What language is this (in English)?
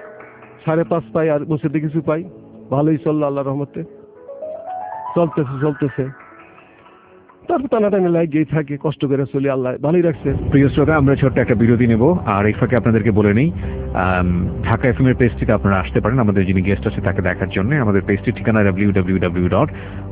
Bangla